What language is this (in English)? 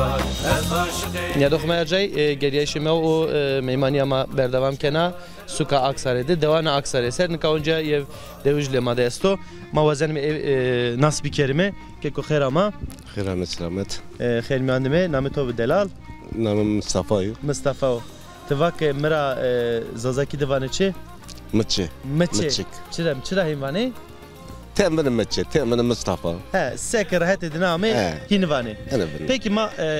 Zaza